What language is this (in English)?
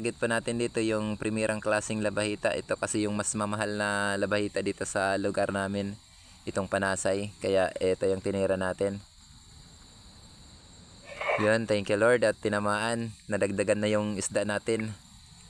Filipino